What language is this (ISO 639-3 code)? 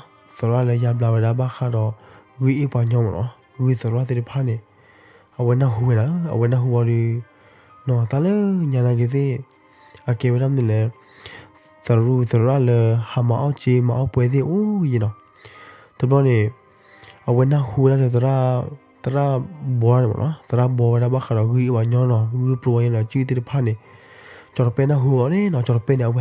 ksw